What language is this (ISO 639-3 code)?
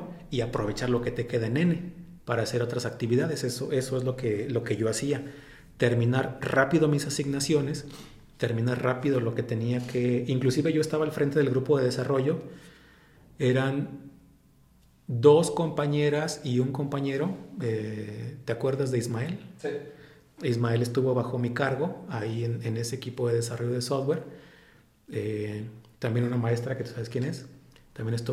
spa